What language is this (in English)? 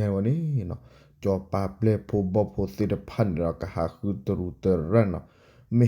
S'gaw Karen